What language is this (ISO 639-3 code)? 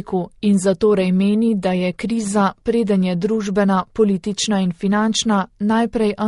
slv